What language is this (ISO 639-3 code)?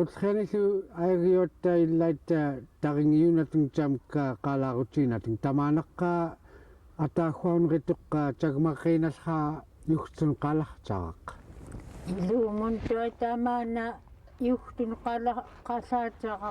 esu